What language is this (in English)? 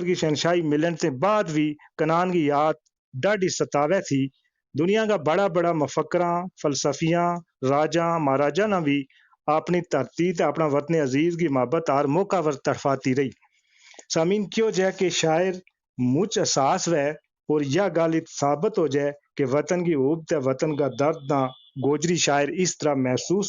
Gujari